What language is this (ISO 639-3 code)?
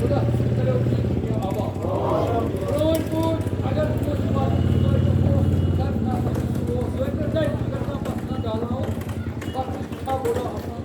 kas